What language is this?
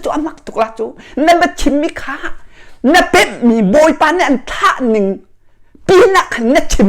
Hakha Chin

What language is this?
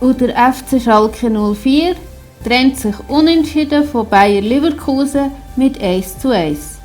Swiss German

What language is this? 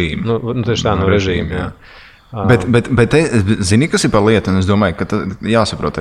Latvian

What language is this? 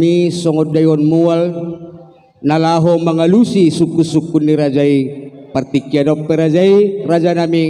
Batak Toba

